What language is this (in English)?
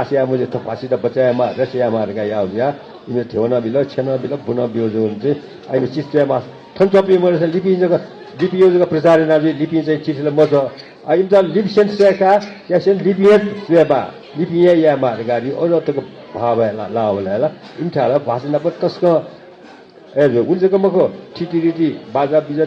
Newari